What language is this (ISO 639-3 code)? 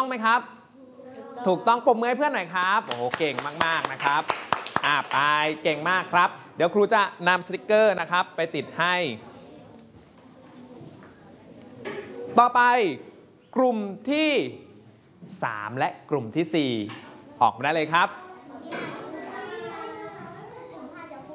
tha